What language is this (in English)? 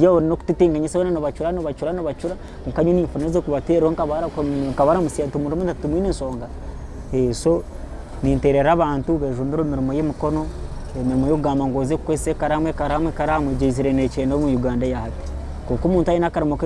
Nyankole